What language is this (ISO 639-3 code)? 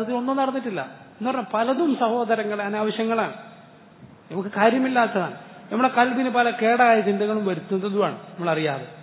mal